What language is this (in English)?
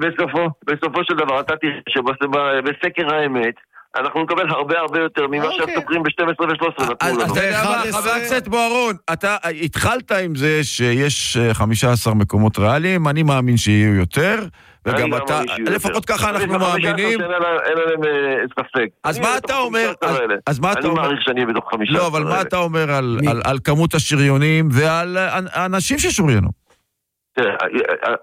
Hebrew